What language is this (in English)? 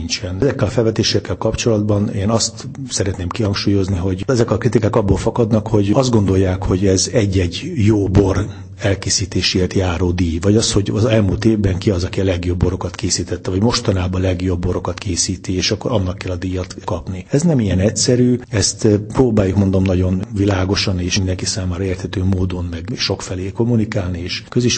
Hungarian